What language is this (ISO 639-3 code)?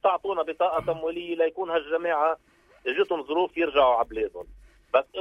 apc